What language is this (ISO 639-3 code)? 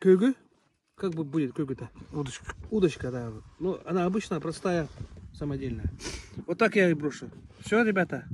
sah